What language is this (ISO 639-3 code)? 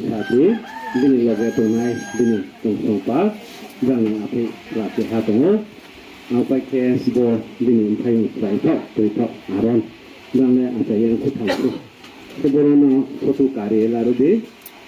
ria